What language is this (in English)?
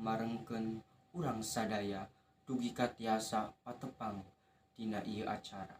Sundanese